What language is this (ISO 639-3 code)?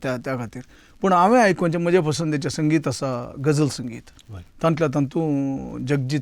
kok